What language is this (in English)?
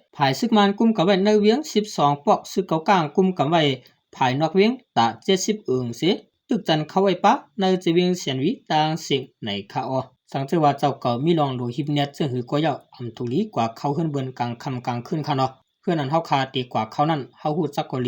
Shan